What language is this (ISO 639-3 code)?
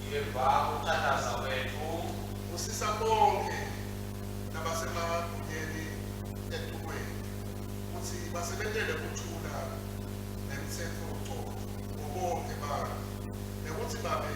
ssw